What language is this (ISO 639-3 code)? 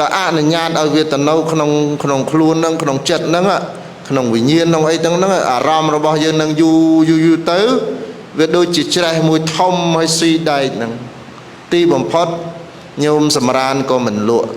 khm